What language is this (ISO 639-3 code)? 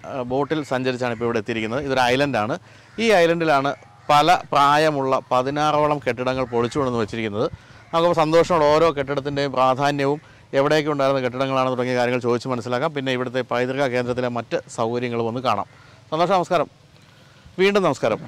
mal